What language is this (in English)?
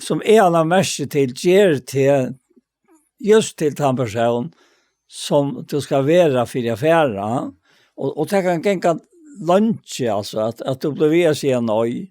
Faroese